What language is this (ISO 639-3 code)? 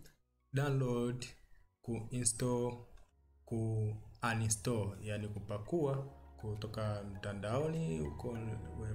swa